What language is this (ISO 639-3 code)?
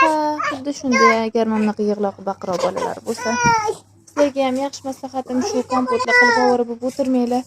uzb